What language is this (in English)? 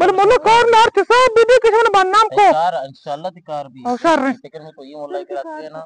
Eastern Balochi